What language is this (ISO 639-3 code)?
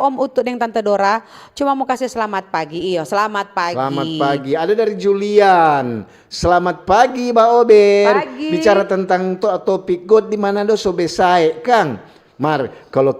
xmm